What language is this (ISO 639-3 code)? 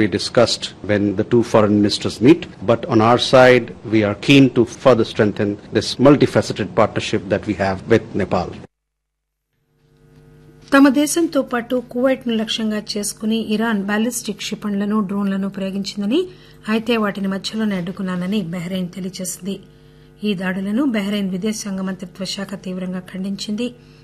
tel